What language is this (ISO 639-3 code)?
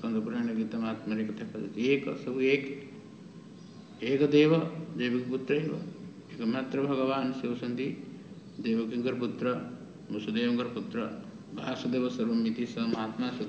ori